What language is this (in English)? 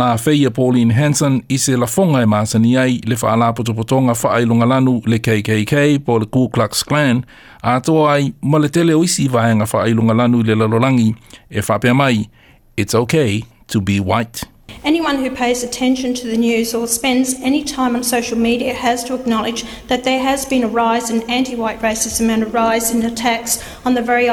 Samoan